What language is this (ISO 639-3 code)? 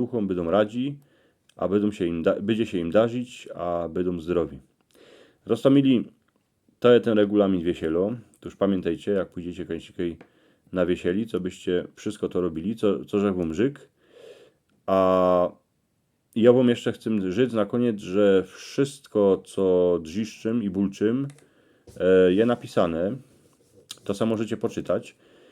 szl